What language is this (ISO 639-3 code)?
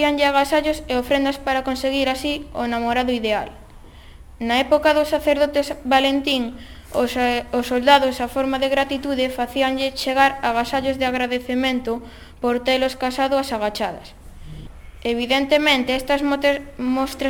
glg